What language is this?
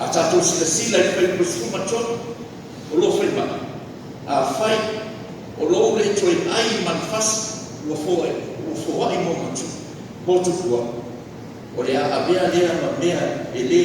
Samoan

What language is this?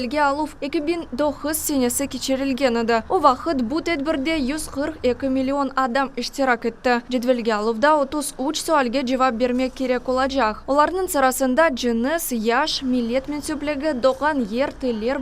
Crimean Tatar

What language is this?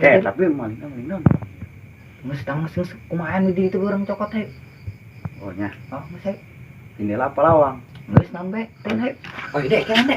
Sundanese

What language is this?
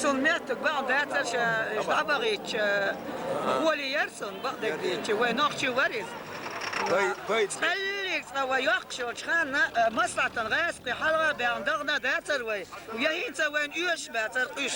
Chechen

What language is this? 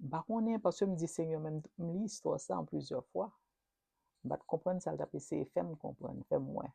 Haitian Creole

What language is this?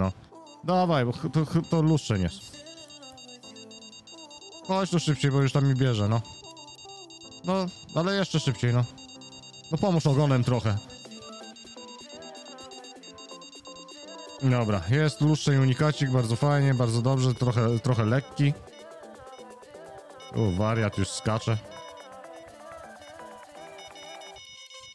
Polish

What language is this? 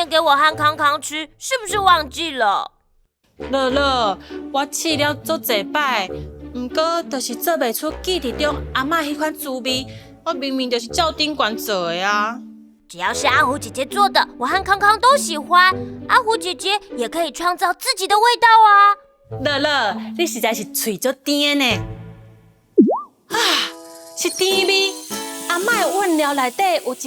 Min Nan Chinese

